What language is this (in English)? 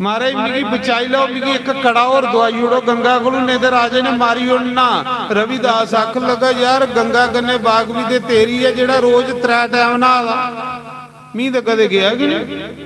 Dogri